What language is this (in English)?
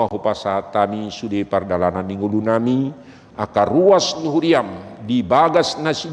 Batak Toba